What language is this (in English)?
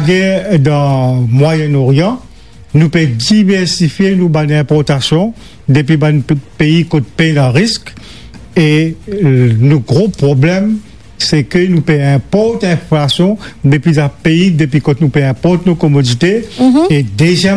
Morisyen